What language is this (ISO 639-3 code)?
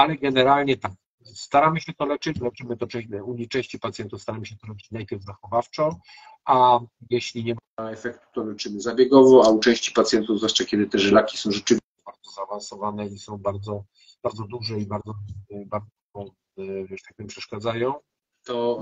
pol